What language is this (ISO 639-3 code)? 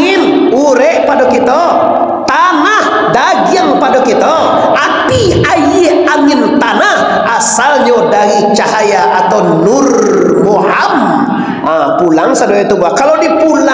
min